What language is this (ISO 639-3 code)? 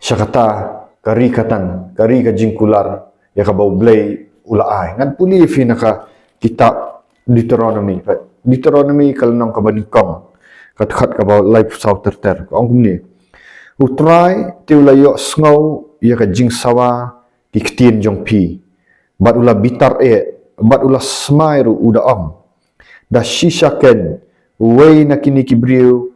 kha